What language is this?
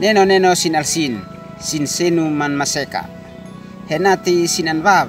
Uab Meto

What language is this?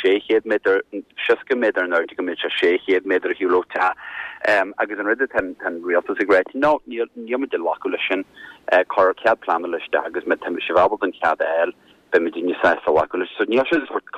Irish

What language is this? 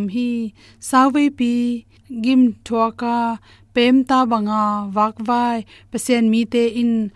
Tedim Chin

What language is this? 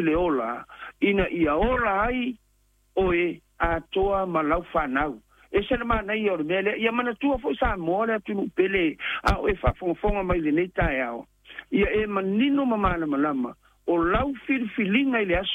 Samoan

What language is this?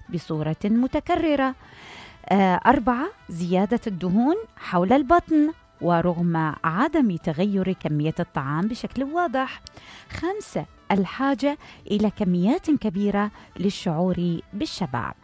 Mesopotamian Arabic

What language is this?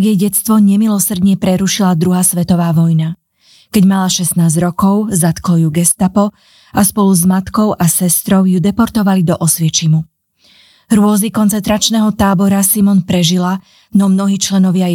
Slovak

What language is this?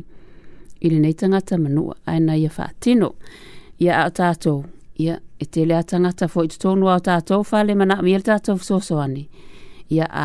Samoan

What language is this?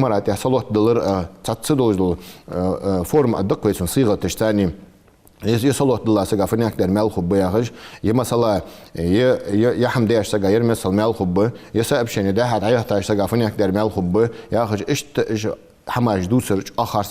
Ingush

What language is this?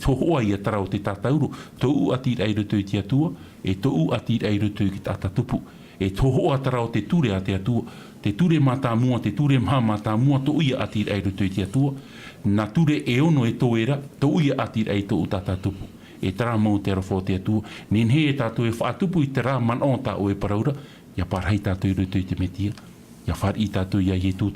Tahitian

